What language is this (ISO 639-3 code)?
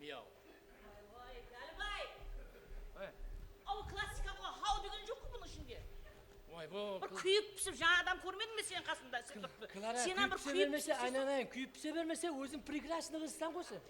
kaa